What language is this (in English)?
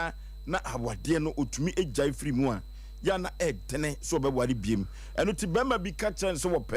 Akan